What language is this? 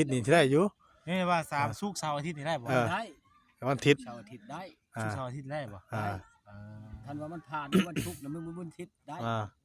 Northeastern Thai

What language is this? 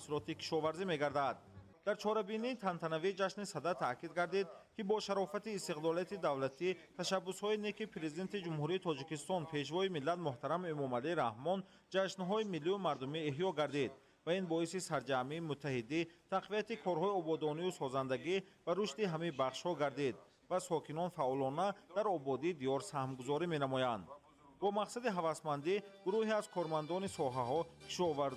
Tajik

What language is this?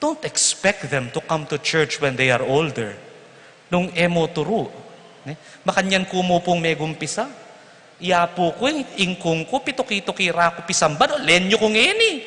Pampanga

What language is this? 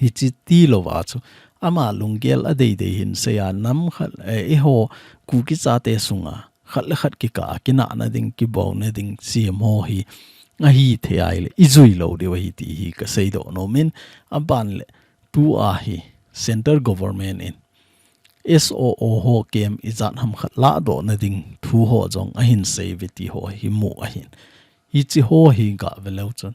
Thado Chin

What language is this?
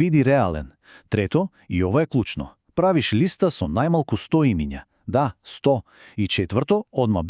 Macedonian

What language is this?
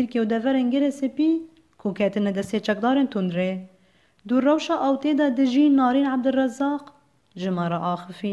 Kurdish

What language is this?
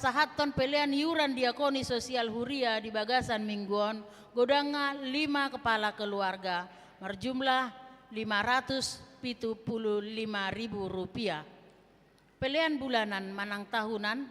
Batak Toba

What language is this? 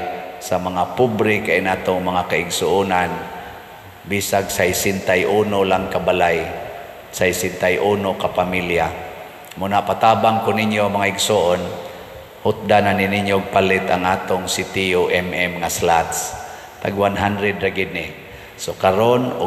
Cebuano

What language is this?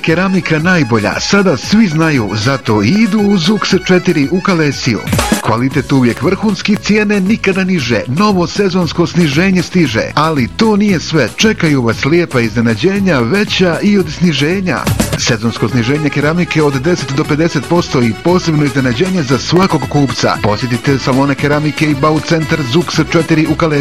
Bosnian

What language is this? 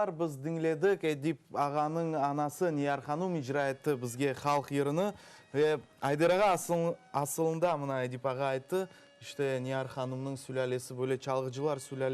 Crimean Tatar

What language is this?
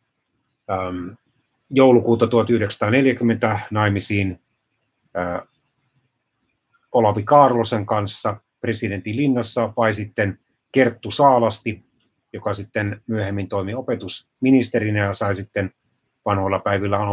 Finnish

